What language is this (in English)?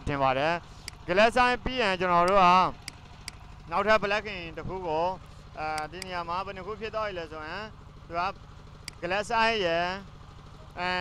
Burmese